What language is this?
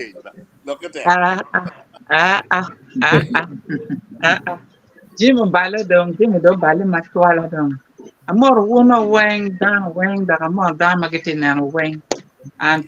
Acoli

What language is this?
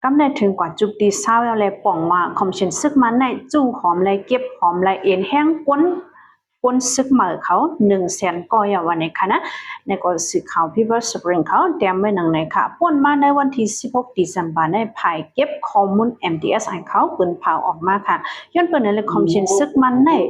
Shan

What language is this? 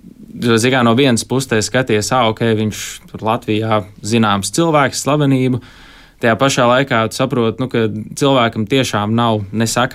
Latvian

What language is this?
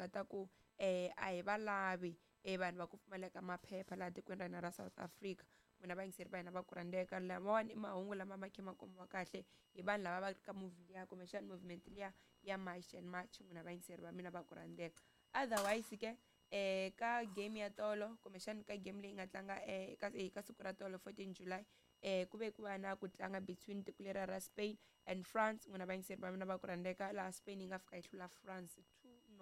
Tsonga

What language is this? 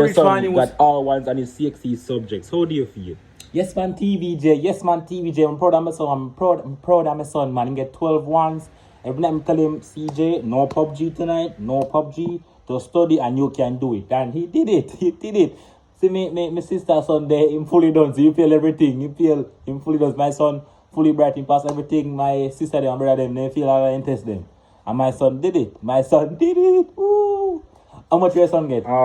Jamaican Creole English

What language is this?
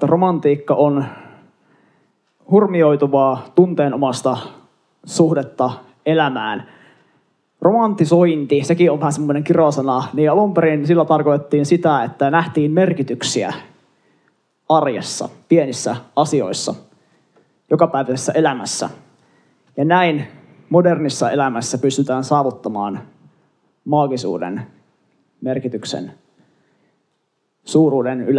Finnish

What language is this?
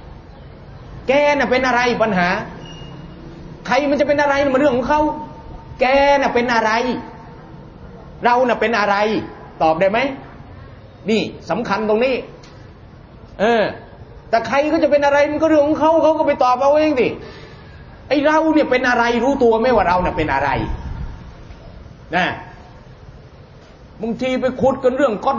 Thai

